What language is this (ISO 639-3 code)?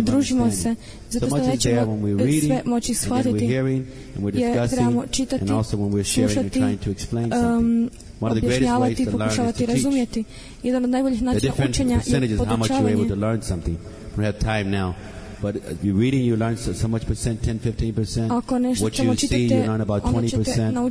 hrv